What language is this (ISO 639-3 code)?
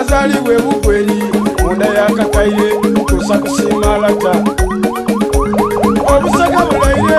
xog